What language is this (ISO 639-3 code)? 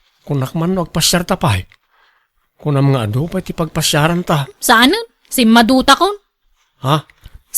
ilo